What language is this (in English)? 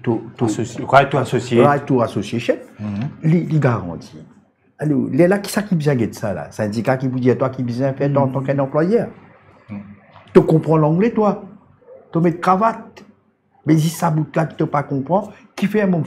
Morisyen